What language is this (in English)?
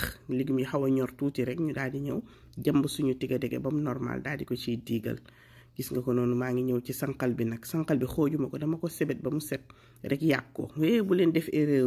Wolof